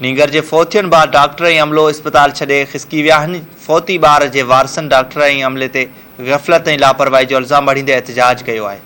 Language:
Sindhi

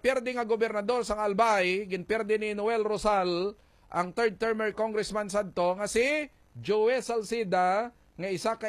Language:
Hiligaynon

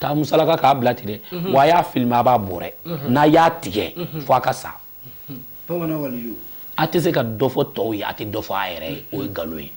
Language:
Bambara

